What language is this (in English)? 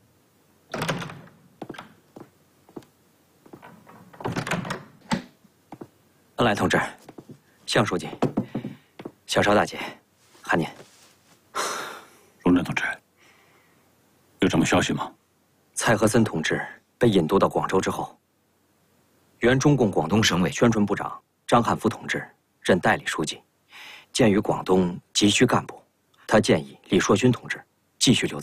Chinese